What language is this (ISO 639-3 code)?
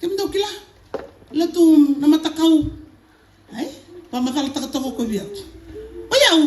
fij